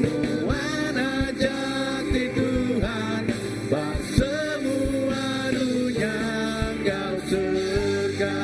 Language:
Iban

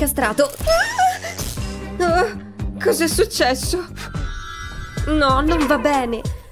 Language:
Italian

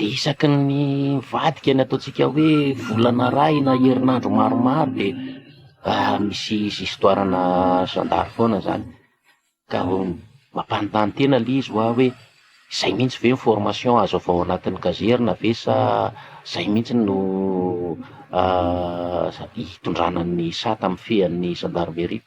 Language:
Malagasy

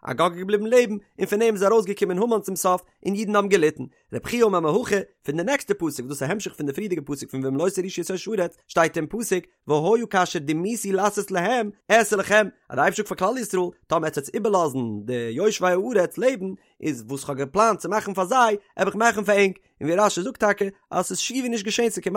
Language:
Yiddish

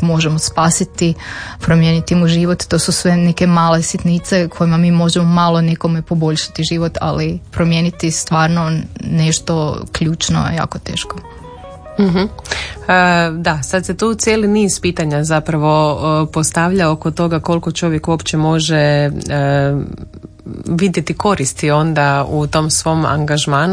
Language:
Croatian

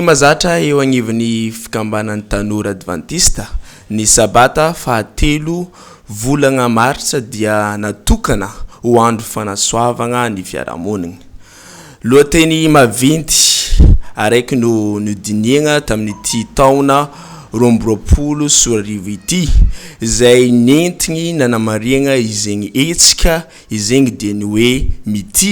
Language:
Malagasy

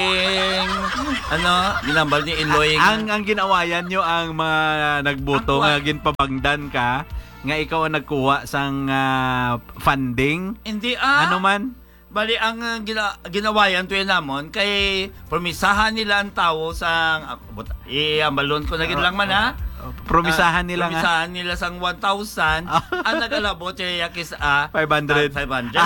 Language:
Hiligaynon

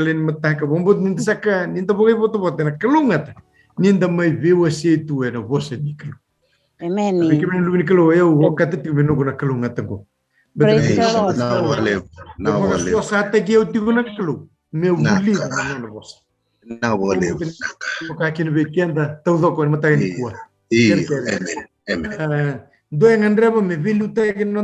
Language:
Fijian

